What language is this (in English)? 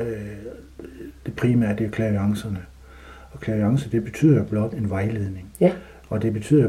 Danish